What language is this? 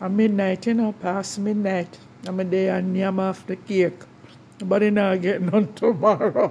Jamaican Creole English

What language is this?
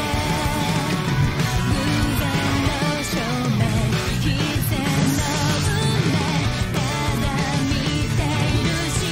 Japanese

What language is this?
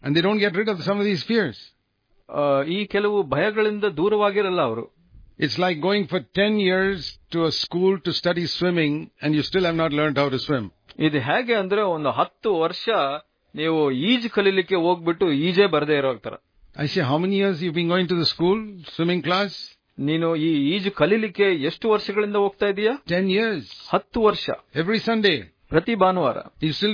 Kannada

